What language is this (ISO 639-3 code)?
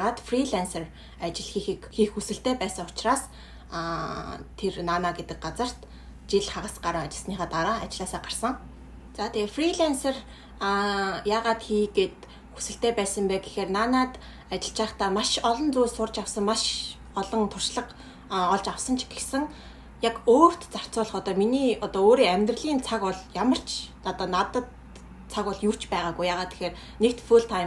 mon